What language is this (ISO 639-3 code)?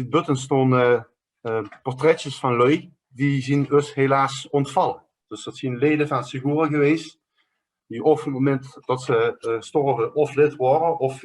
lim